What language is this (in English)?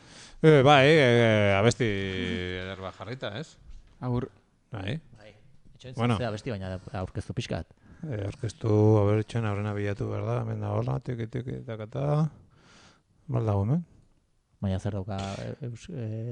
Basque